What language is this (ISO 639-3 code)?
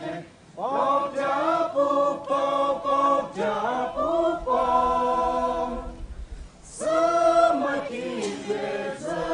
pmx